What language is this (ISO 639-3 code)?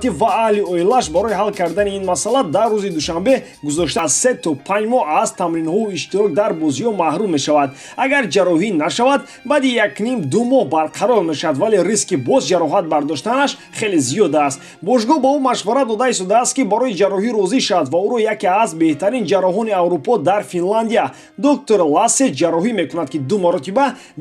tgk